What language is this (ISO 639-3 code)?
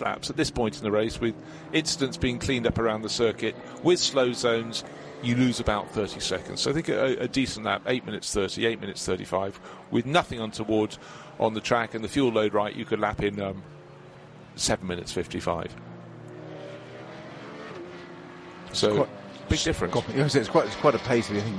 eng